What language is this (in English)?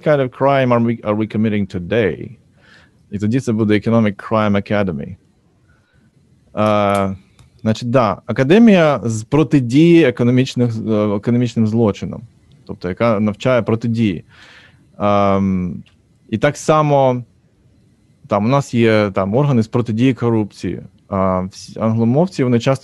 Ukrainian